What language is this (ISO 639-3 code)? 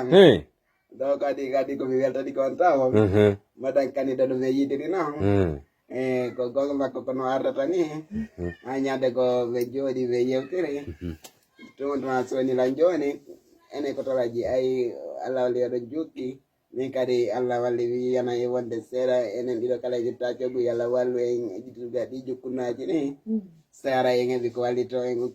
ful